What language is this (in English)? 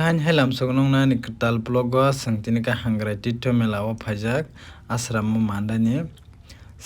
Kok Borok